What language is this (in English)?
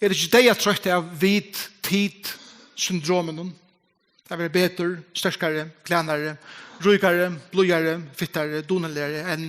Faroese